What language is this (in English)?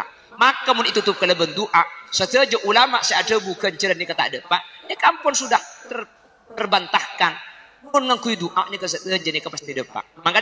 Madurese